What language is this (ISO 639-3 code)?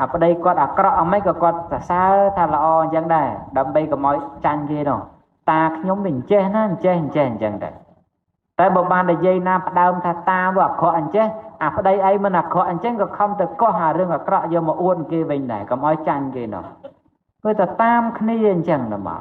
khm